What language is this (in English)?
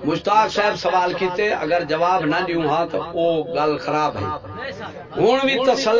Saraiki